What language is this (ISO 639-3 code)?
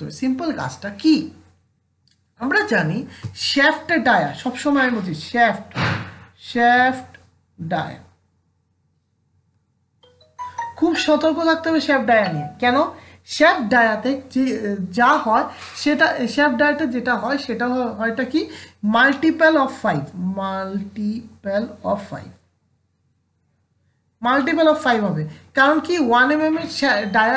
ben